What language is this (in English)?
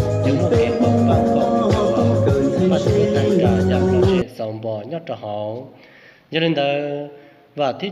Hmong